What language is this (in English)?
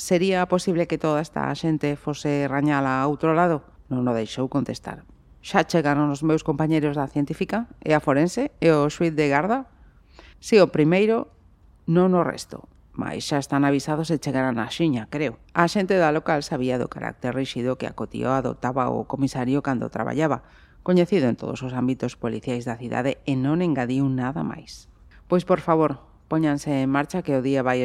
Galician